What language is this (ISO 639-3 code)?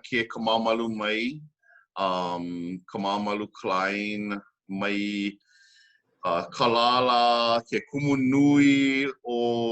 haw